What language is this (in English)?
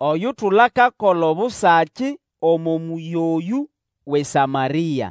Nande